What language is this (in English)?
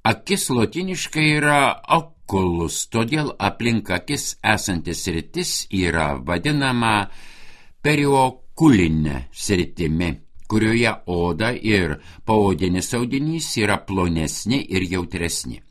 Lithuanian